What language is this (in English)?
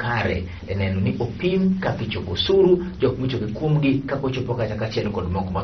Luo (Kenya and Tanzania)